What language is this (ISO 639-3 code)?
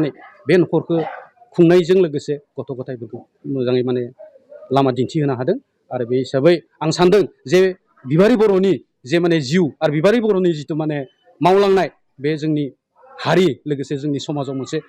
brx